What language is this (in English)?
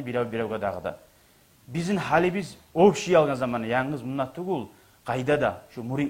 Kumyk